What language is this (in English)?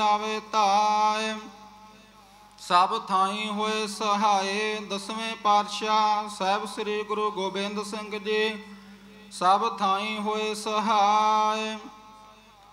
Punjabi